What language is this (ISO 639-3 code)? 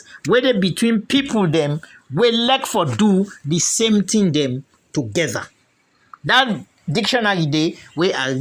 kri